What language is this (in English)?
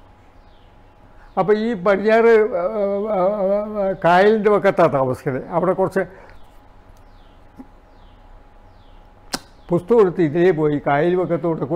Malayalam